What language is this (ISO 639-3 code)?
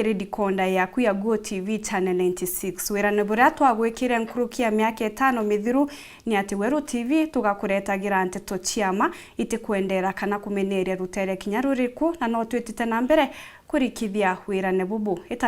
mer